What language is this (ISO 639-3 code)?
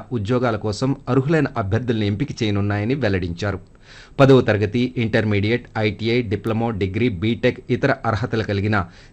tel